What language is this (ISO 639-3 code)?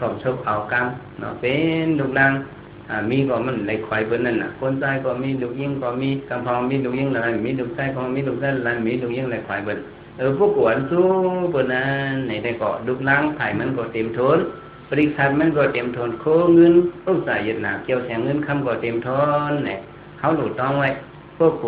shn